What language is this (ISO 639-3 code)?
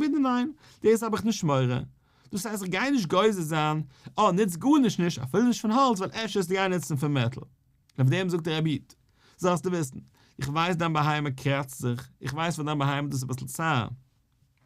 yid